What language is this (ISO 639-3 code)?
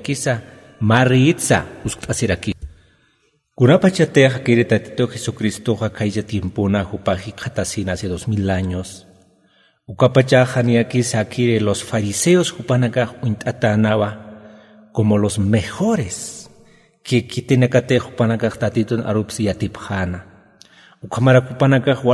aym